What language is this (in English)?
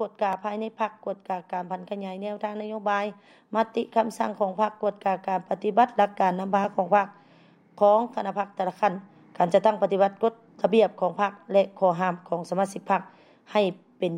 Lao